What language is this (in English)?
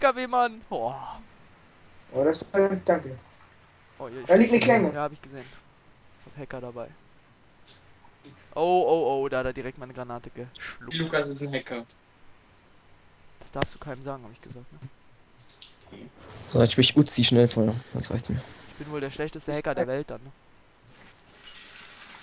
German